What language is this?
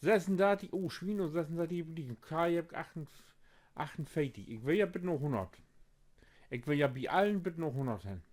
Low German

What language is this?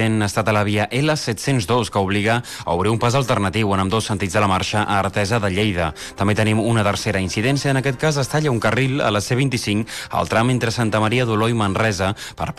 Catalan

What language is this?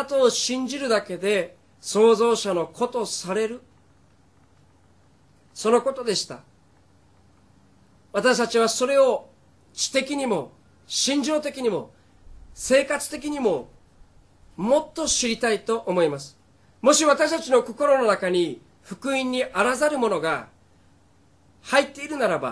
Japanese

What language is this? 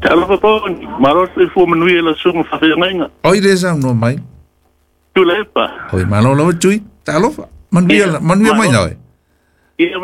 Samoan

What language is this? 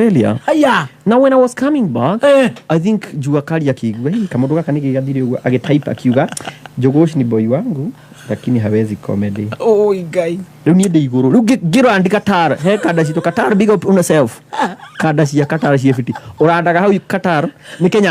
Kikuyu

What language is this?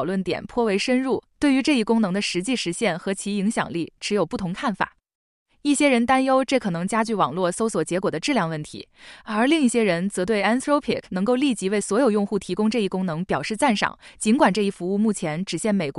Chinese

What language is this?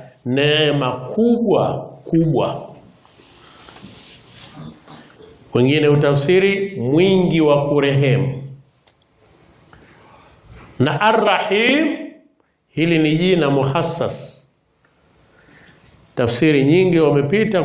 Swahili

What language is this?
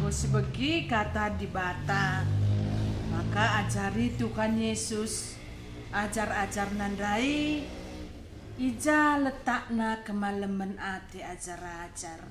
Batak Karo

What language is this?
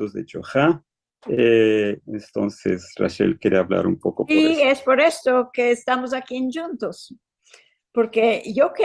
Ladino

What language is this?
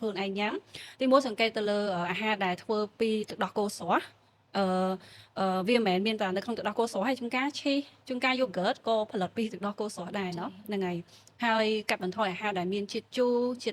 Khmer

